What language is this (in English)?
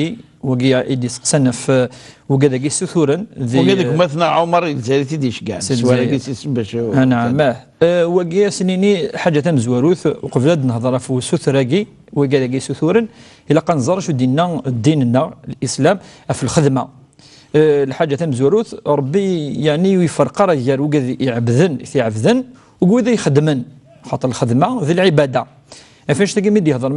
Kabyle